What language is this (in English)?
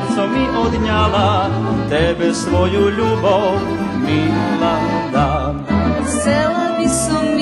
Rusyn